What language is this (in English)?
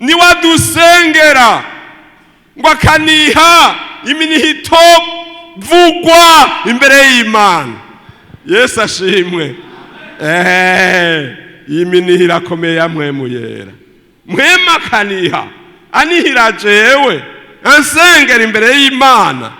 Rundi